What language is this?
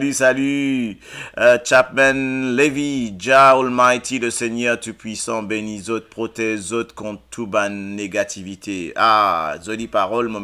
Morisyen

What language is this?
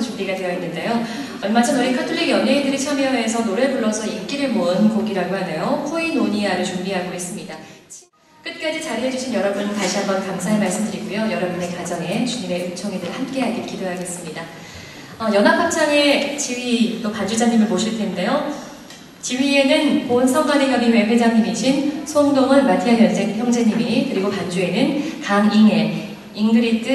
Korean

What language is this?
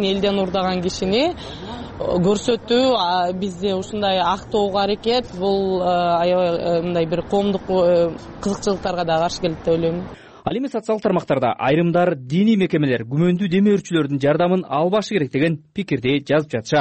Kyrgyz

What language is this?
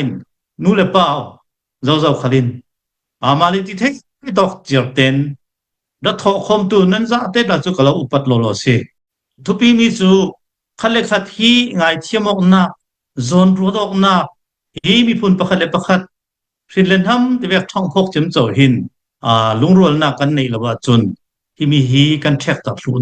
Hakha Chin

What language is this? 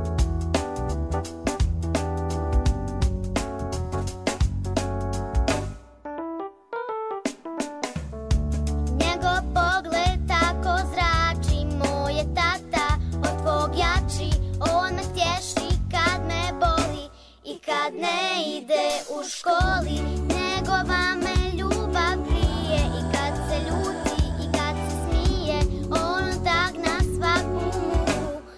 Serbian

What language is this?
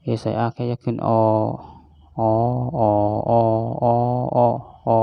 Shan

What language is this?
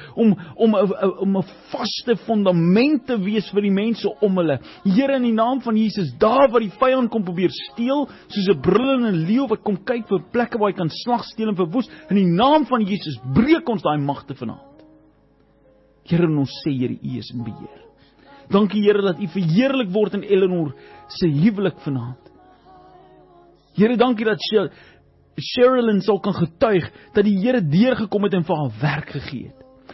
Afrikaans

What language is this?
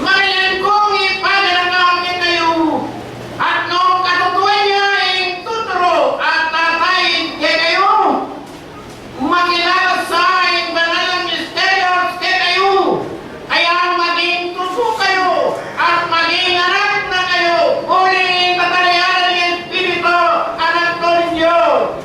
Pampanga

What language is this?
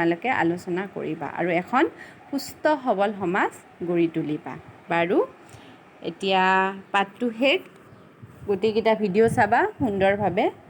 Assamese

